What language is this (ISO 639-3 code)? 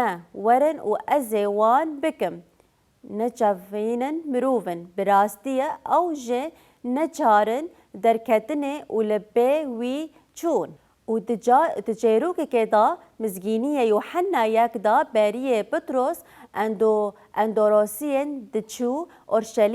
kur